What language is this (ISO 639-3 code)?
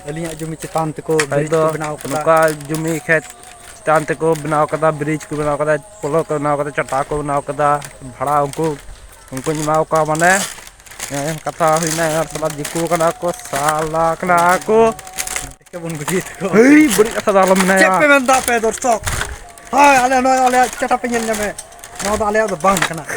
sat